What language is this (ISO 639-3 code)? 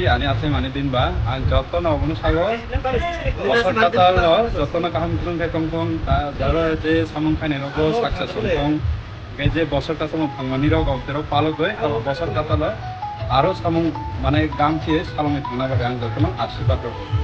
trp